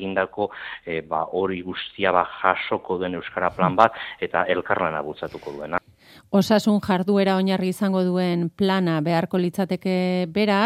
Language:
Basque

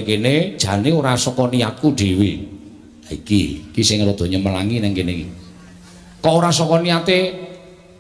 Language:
Javanese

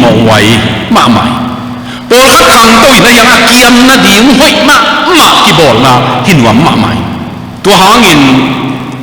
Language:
Tedim Chin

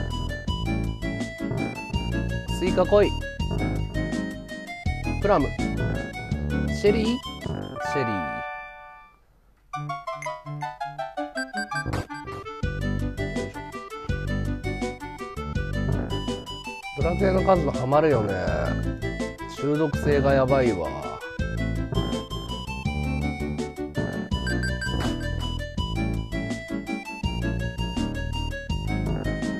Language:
Japanese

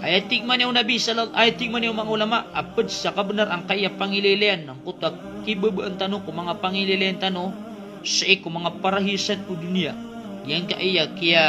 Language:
Maranao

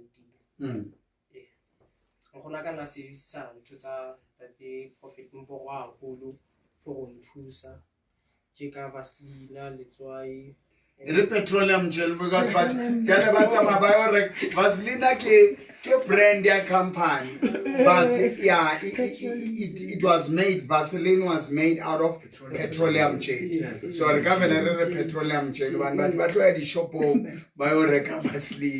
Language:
Southern Sotho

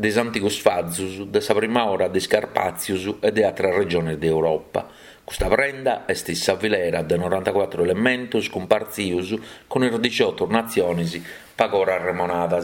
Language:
Sardinian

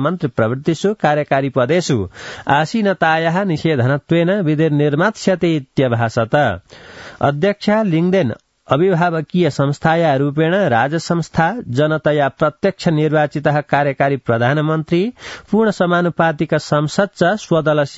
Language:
Sanskrit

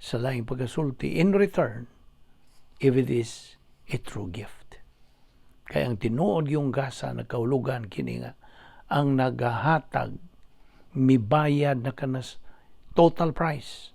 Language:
Cebuano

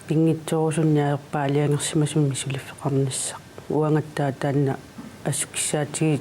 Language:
Kalaallisut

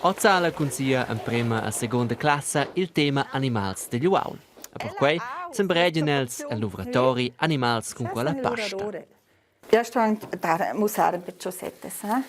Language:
Romansh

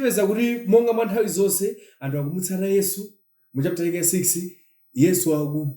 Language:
Nyanja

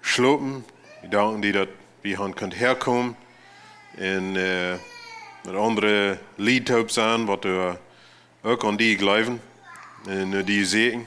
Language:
Plautdietsch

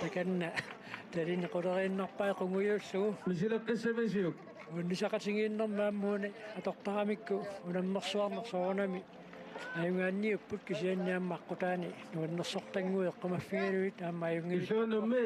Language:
Kalaallisut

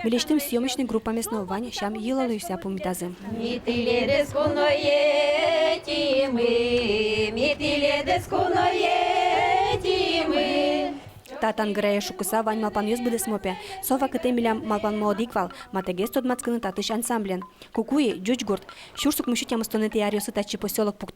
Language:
Udmurt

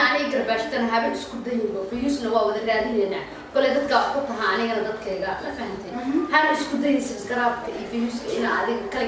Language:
Somali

